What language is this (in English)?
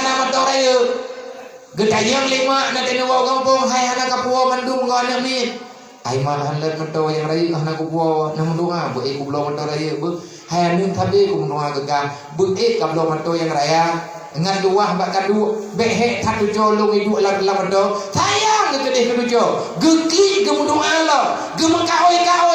Achinese